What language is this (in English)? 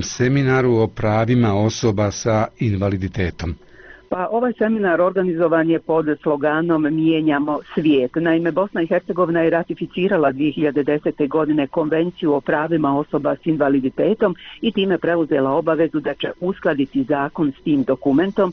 Bosnian